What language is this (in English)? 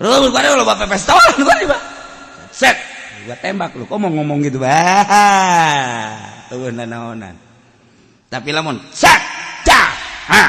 Sundanese